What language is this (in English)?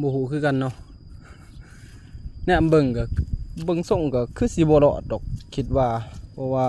Lao